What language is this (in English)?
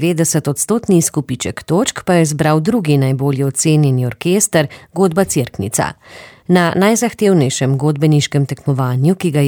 Slovenian